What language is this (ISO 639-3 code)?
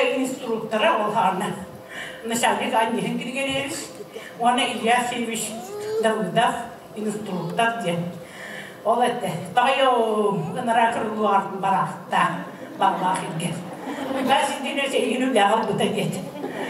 sah